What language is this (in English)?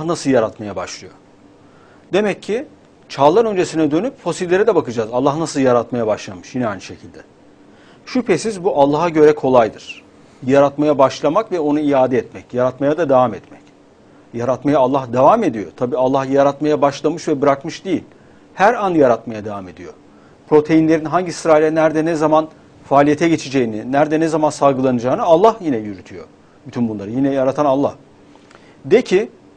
Turkish